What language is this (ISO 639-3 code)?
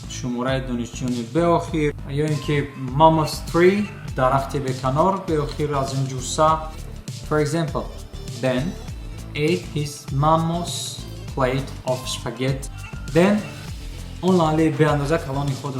tgk